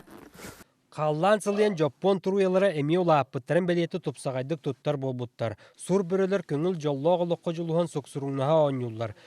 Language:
Yakut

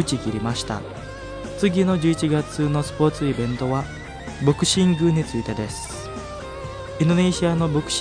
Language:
Japanese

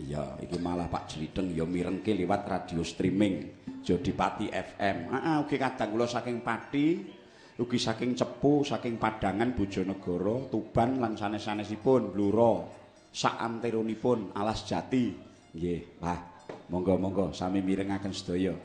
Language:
Javanese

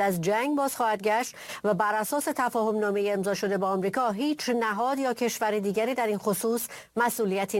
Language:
Persian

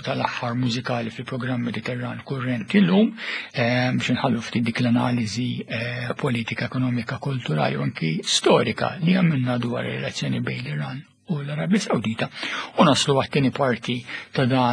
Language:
Maltese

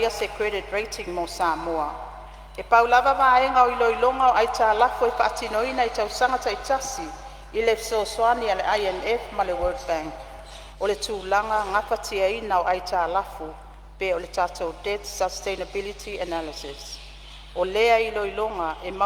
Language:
Samoan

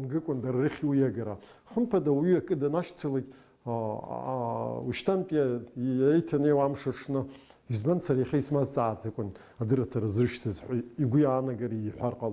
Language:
Abkhazian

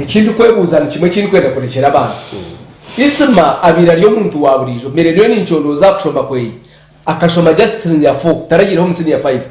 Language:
Nyankole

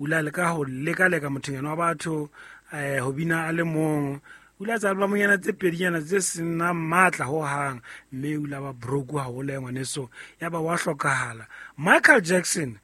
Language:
Southern Sotho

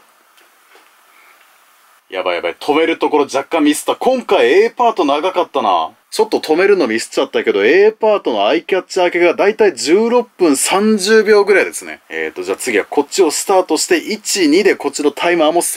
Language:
Japanese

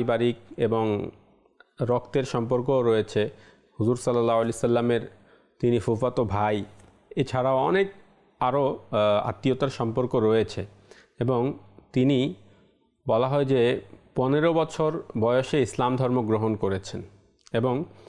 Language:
Bangla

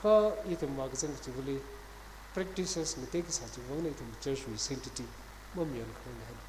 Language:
Tangkhul Naga (India)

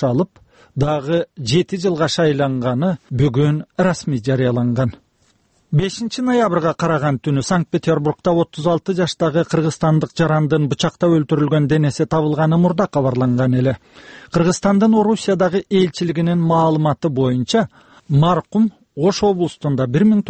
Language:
Kyrgyz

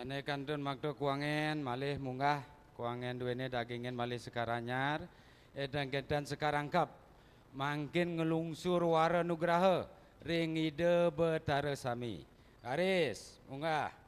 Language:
Balinese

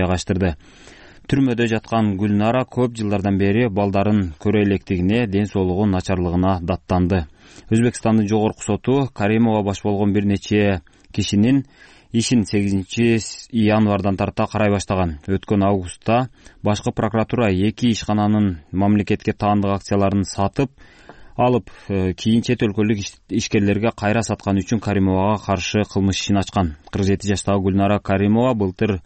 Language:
Kyrgyz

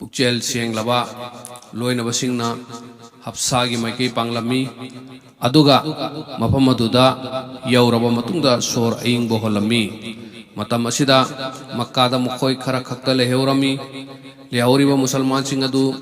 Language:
Manipuri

